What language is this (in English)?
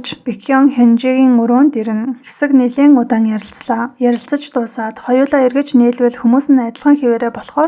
Mongolian